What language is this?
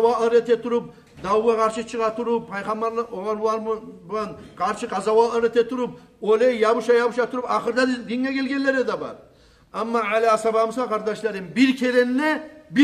Kumyk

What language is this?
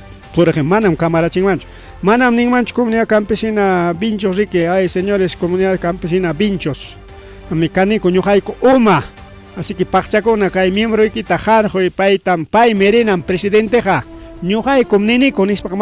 Ayacucho Quechua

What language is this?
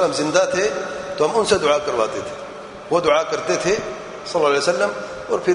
Urdu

